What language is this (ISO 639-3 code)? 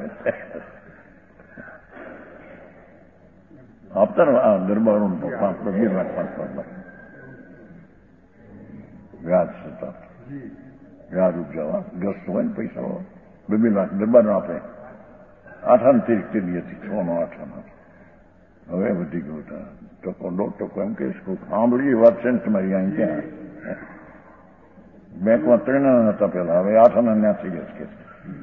guj